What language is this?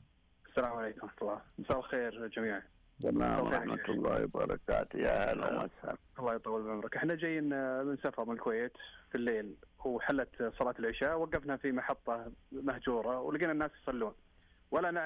Najdi Arabic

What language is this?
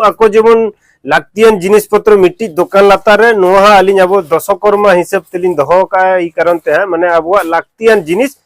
Santali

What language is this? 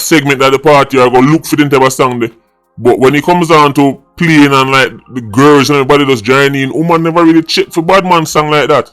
Jamaican Creole English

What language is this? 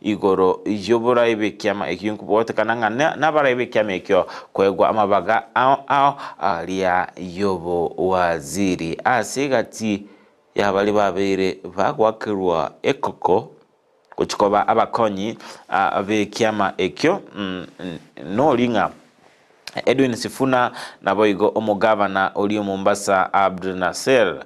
Gusii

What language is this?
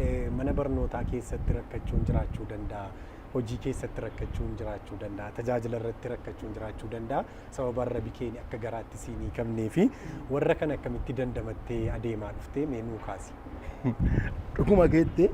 Oromo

